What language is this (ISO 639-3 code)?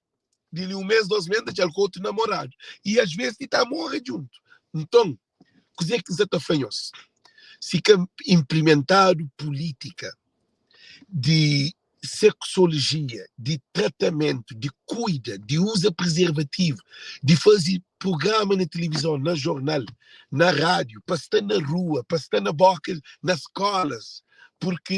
kea